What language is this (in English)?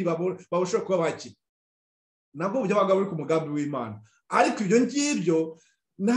Kinyarwanda